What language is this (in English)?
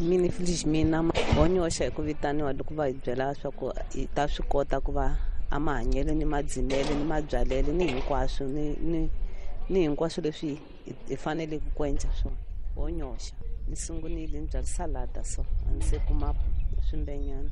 Tsonga